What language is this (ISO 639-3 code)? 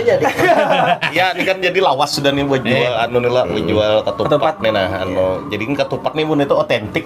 bjn